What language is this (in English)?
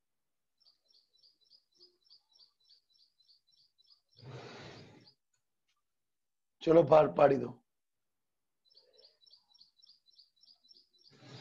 Gujarati